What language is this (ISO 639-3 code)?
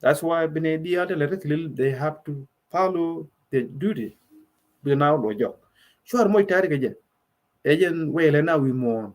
nus